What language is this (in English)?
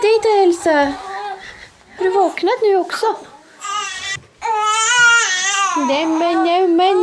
Swedish